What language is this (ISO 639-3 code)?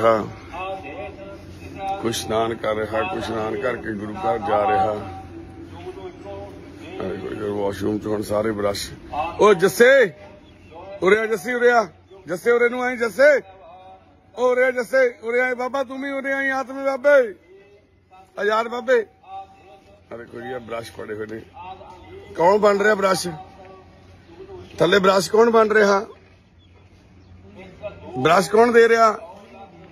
pan